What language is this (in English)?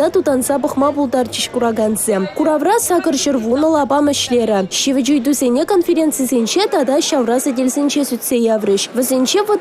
Chuvash